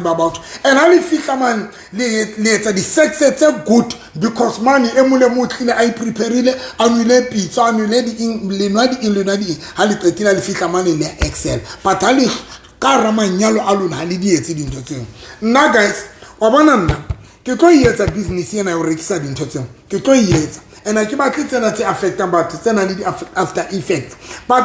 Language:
Southern Sotho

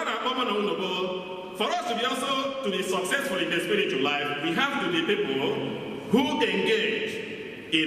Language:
Igbo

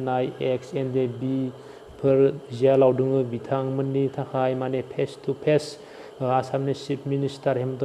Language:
Bodo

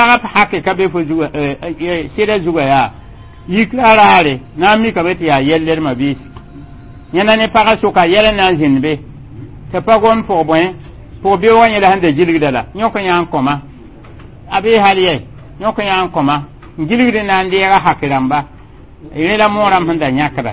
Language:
Mossi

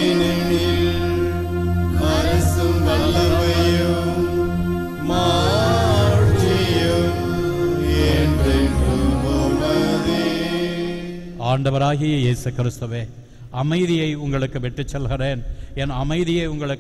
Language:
Tamil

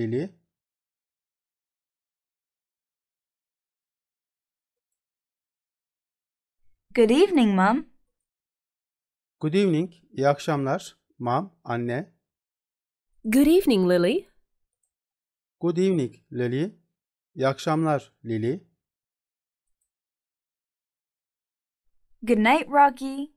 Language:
Turkish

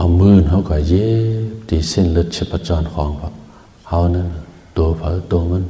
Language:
Shan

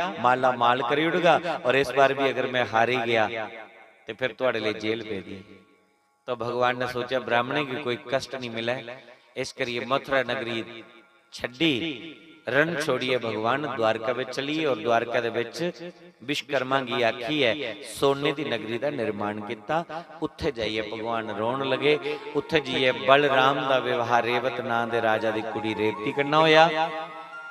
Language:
Dogri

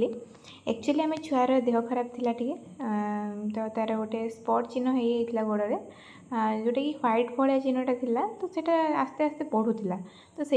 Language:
Odia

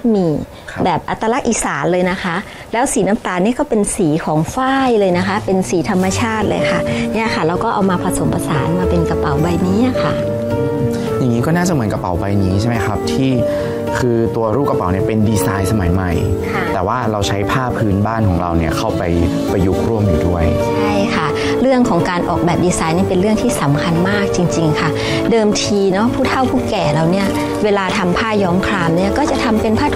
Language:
Thai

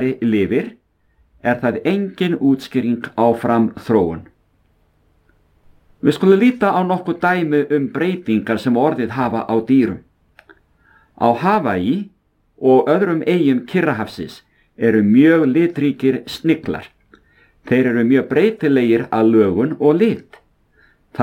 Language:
Icelandic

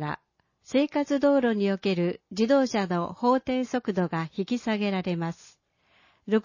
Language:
Japanese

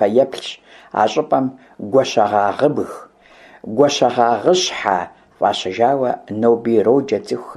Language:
Kabardian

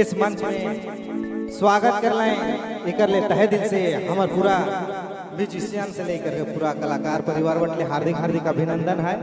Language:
Sadri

